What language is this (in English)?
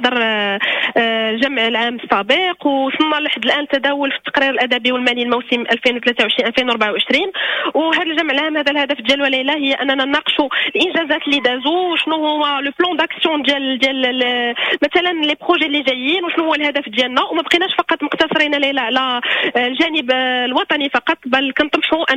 Moroccan Arabic